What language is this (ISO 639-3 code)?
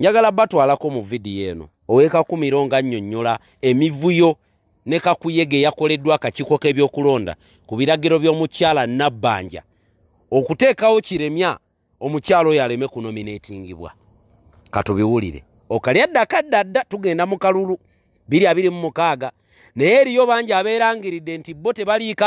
lug